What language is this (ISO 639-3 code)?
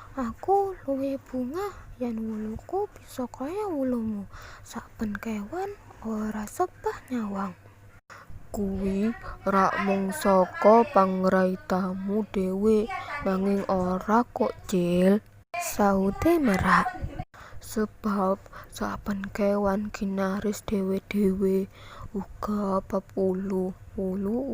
jav